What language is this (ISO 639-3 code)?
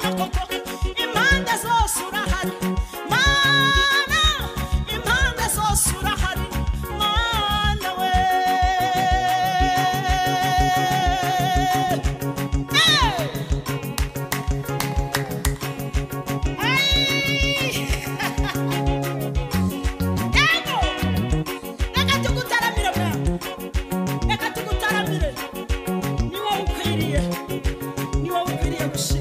kin